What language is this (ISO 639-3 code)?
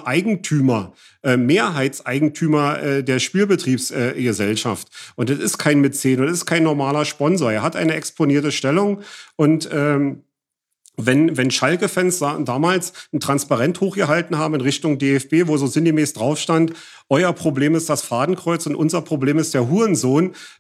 deu